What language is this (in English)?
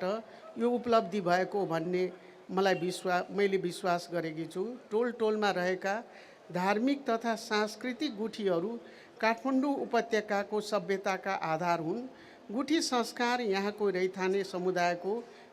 Nepali